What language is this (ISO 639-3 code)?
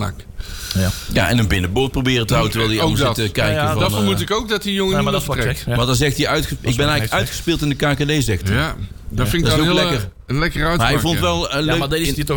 nld